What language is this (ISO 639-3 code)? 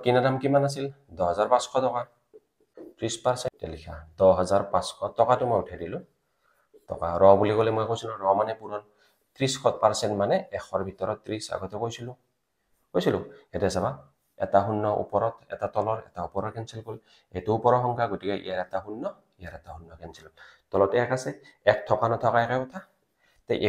asm